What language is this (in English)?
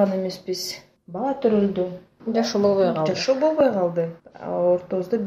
Kyrgyz